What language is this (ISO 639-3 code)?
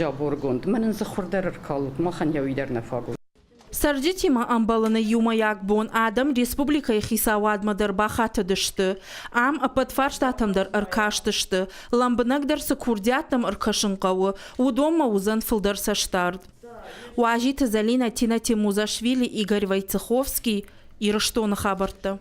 oss